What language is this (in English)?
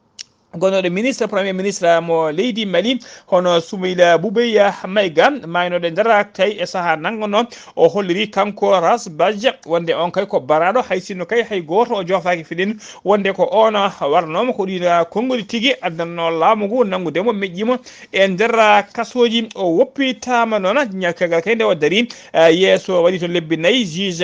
Fula